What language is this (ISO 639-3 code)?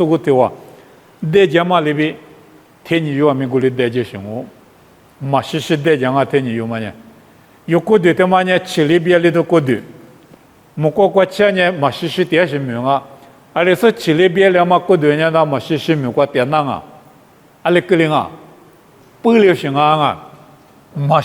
lis